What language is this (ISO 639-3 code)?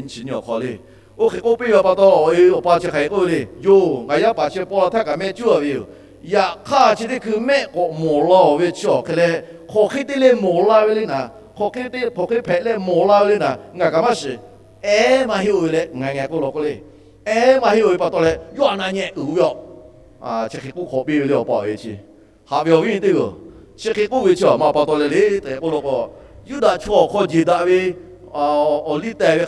lhu